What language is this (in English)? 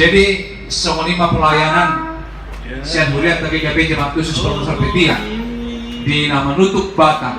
Batak Toba